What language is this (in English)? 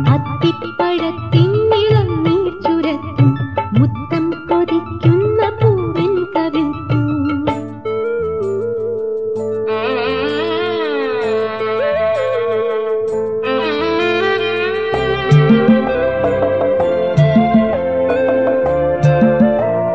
Malayalam